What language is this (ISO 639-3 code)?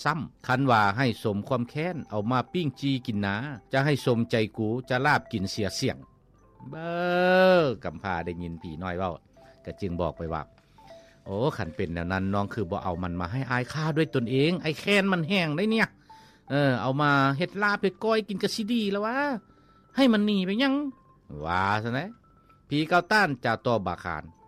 lao